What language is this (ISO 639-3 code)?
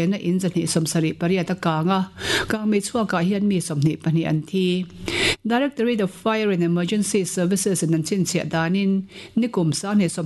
lus